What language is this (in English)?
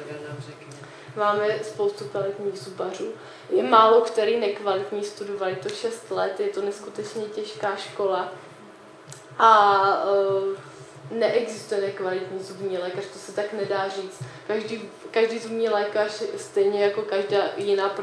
Czech